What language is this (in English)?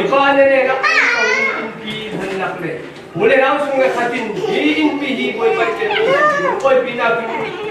Falam Chin